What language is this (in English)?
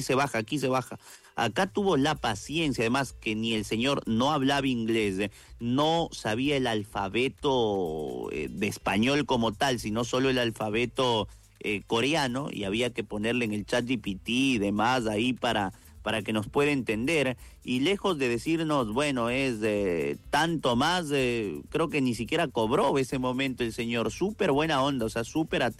Spanish